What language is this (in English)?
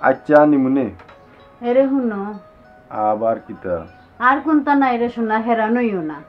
Sylheti